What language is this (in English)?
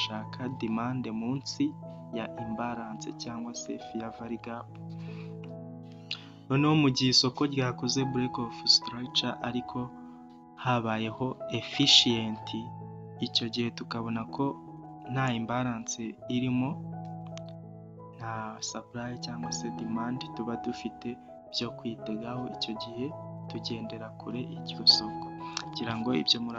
Kinyarwanda